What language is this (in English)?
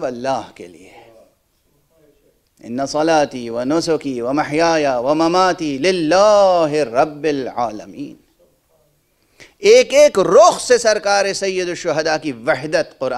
Urdu